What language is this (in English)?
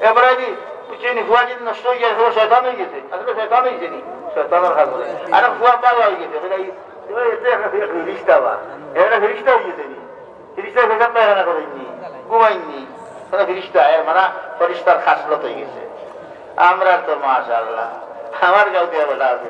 Sylheti